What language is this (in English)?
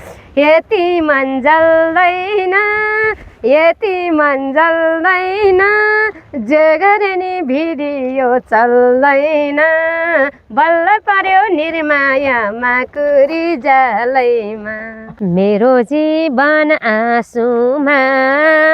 Nepali